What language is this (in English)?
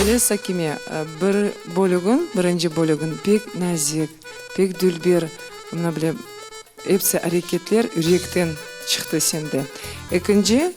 Crimean Tatar